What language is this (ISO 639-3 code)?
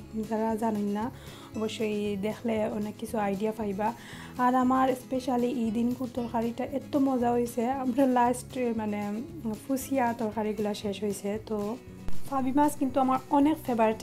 syl